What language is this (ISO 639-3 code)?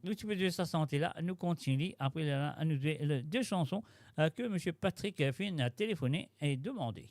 mfe